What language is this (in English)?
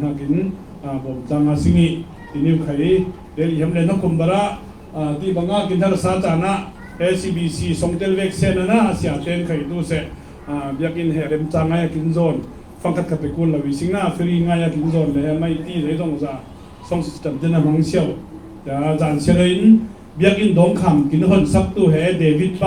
Falam Chin